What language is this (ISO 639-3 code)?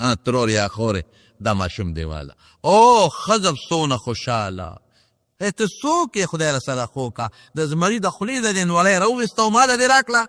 pus